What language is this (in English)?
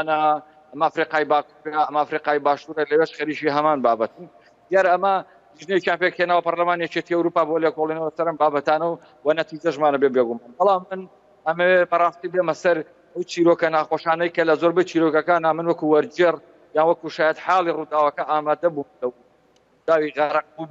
Central Kurdish